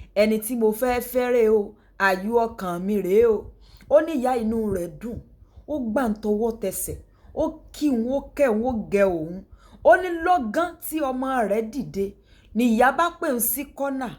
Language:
Yoruba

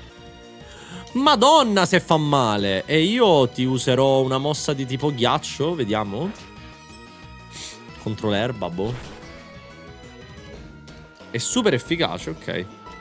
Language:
Italian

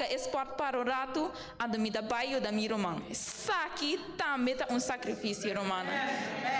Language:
Papiamento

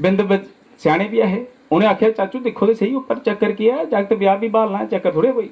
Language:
Dogri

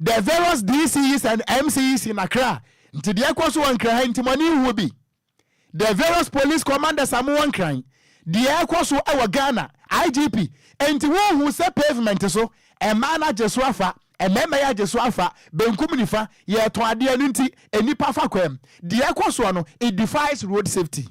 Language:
Akan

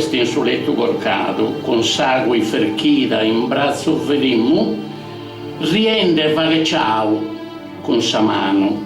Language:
Sardinian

